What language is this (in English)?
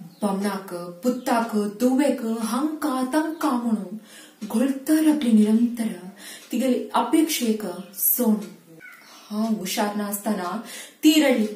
Konkani